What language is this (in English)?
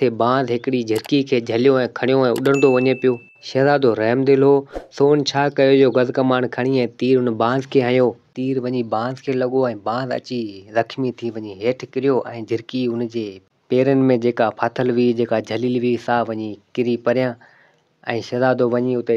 Sindhi